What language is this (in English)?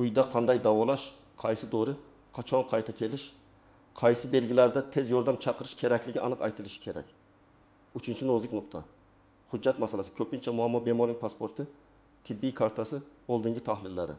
Uzbek